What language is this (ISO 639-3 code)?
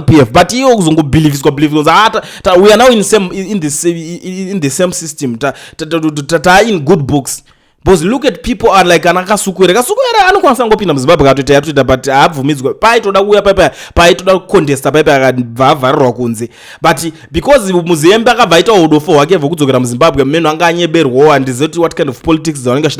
sna